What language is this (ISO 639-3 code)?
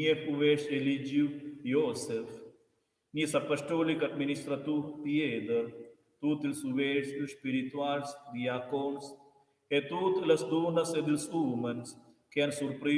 roh